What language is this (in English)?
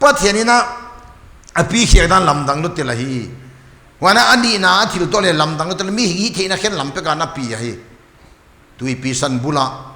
Paite Chin